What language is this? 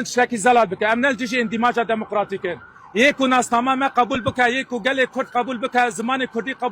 Kurdish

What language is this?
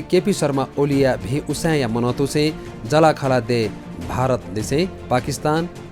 Newari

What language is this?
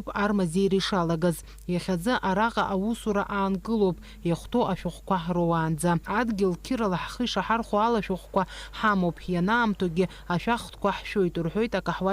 Abkhazian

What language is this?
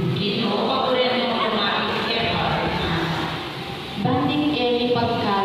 Pampanga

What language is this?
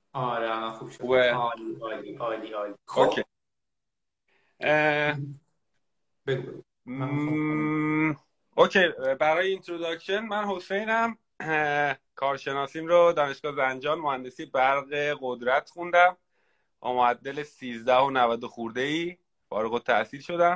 Persian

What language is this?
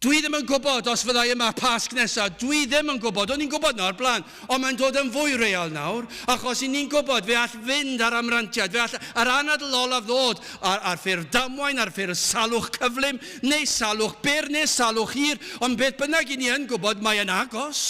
Welsh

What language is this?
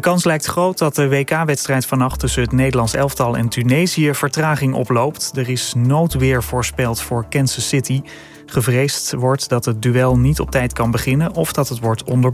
Dutch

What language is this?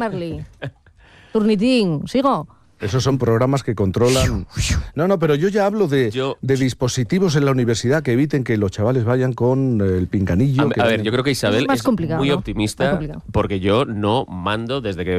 Spanish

